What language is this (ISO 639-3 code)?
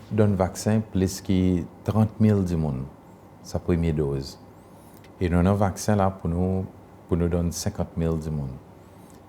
crs